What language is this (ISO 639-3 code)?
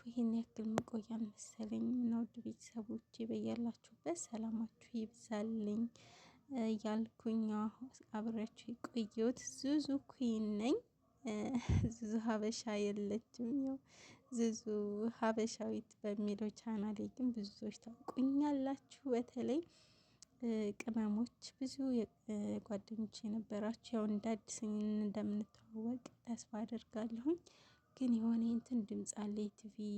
amh